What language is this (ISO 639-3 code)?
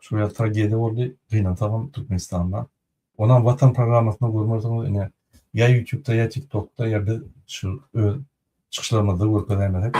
tuk